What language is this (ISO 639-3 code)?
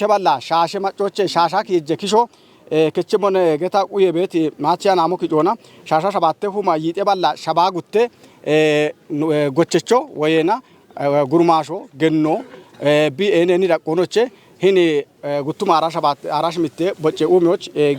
kbr